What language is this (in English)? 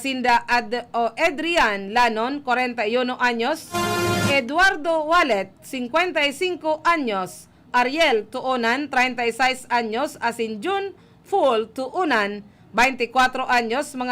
Bikol